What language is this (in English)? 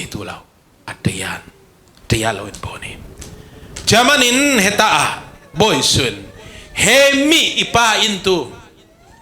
Falam Chin